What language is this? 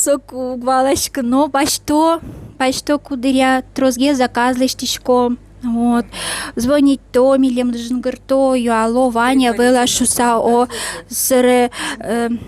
Udmurt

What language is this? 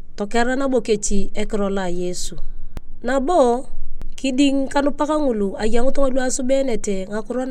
Turkana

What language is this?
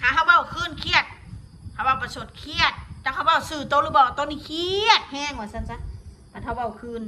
Northeastern Thai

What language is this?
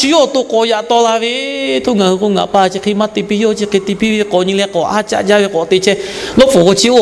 Lahu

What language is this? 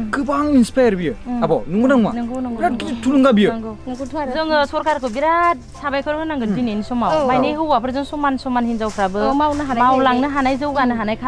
Bodo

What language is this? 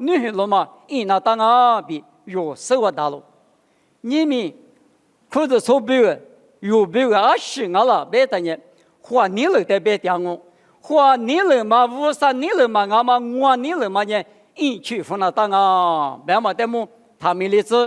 Lisu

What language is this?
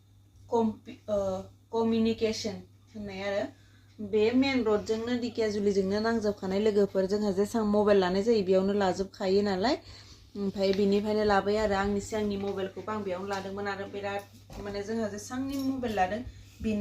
Bodo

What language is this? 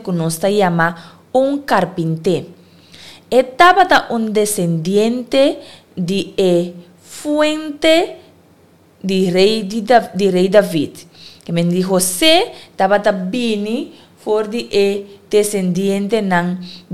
Papiamento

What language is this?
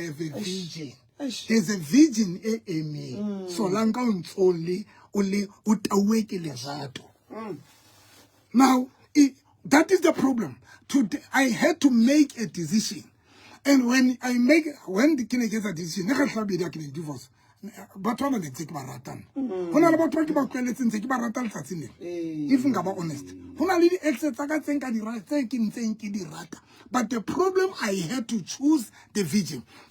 Southern Sotho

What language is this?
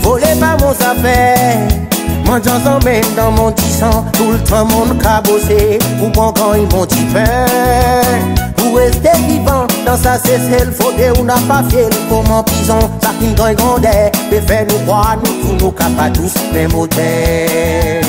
Seselwa Creole French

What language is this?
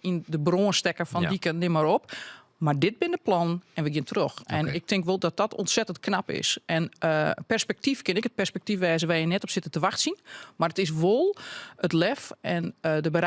Western Frisian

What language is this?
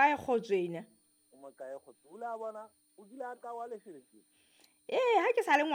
Southern Sotho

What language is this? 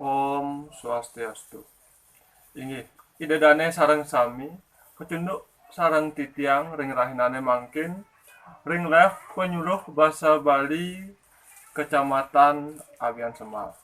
Balinese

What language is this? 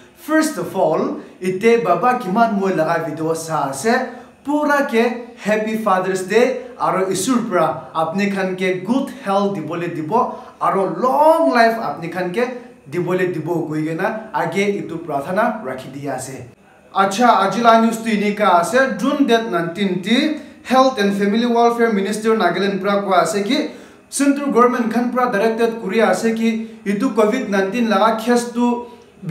Naga Pidgin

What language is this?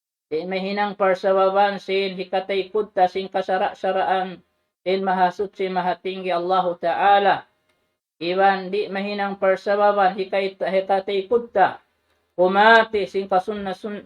Tausug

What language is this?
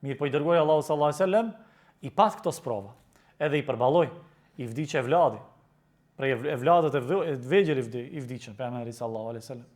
Albanian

